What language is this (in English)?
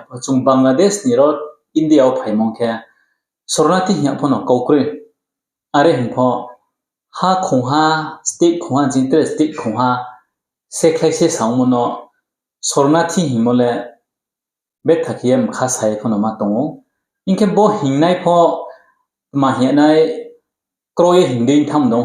Riang (India)